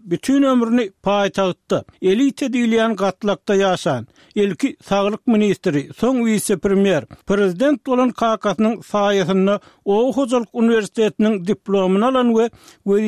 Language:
Turkmen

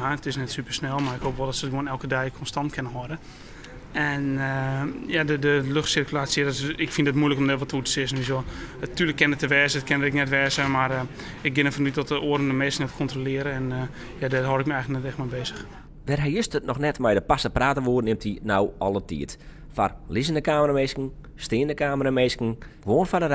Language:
Western Frisian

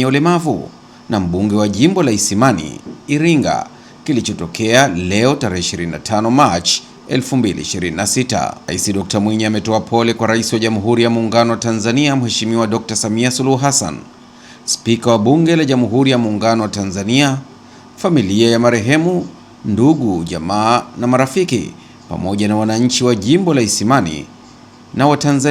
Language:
Swahili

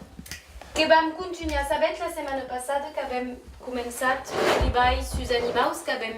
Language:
Occitan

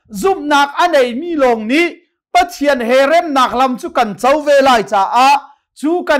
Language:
Hakha Chin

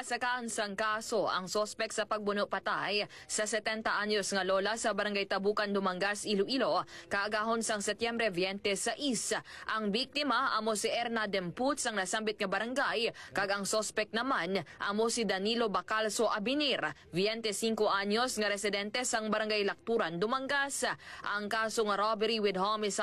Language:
Hiligaynon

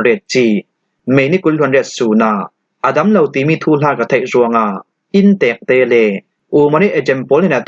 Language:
Falam Chin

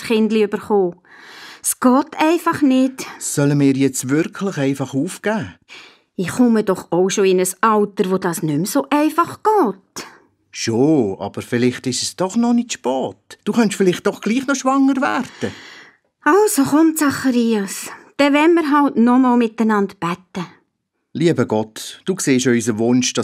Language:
Swiss German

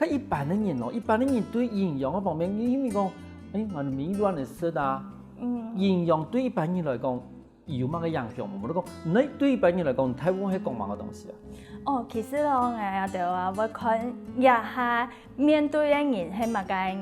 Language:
Hakka Chinese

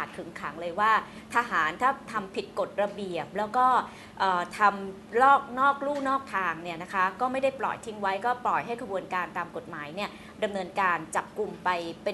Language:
Thai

